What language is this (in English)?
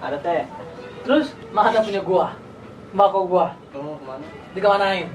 Betawi